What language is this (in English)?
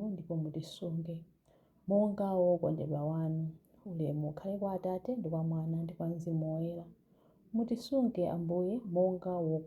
Nyanja